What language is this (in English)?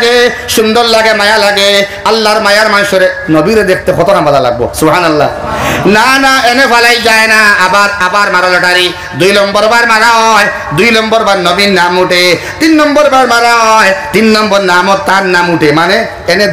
Sylheti